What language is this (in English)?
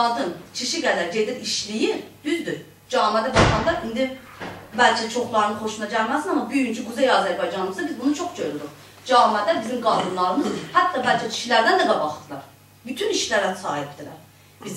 South Azerbaijani